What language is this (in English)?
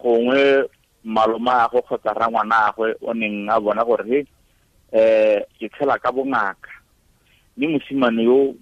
Tswana